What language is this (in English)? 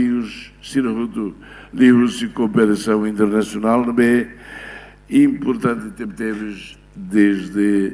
Tetum